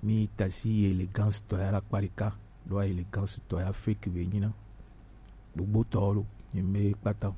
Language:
Gen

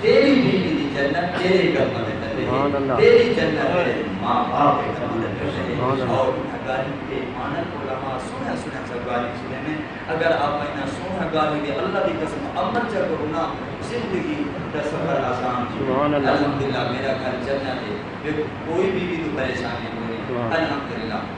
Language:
Saraiki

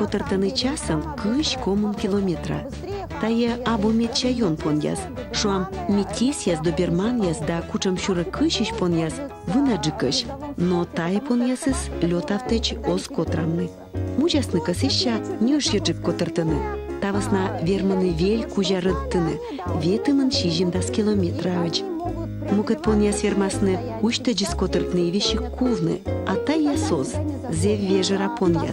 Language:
Komi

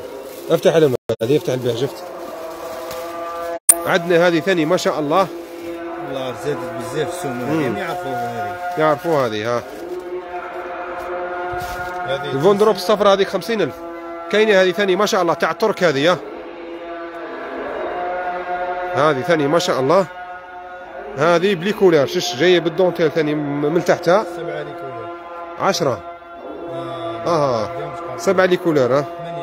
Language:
Algerian Arabic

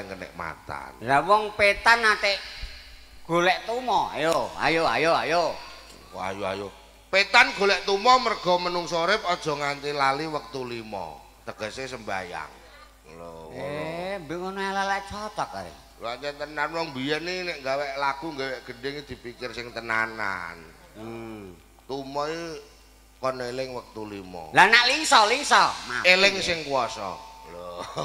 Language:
Javanese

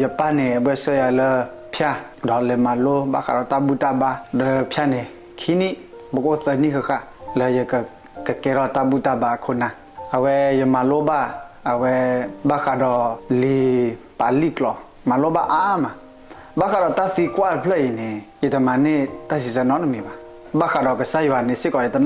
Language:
S'gaw Karen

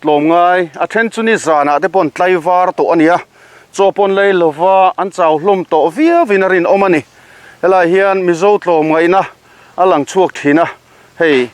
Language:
Mizo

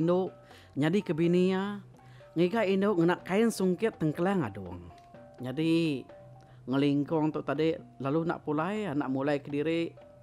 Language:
Iban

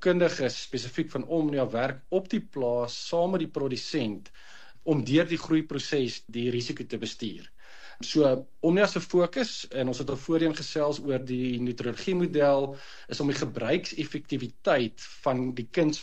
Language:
Afrikaans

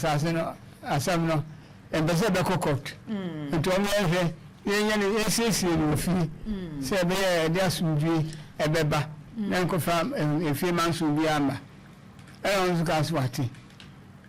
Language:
Akan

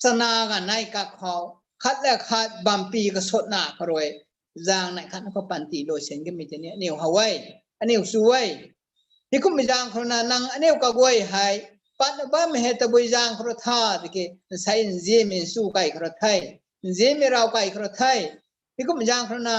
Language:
Rongmei Naga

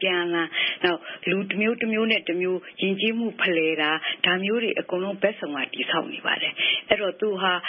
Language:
Burmese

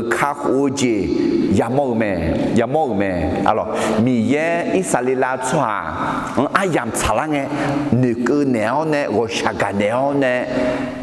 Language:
Akha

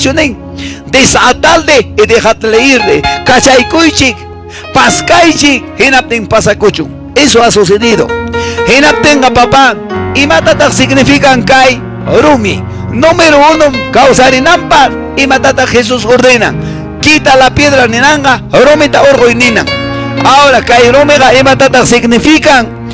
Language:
Quechua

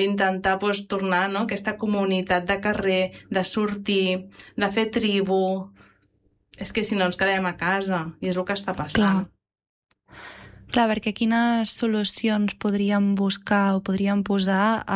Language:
Catalan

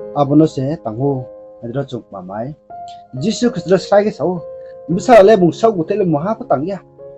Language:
Riang (India)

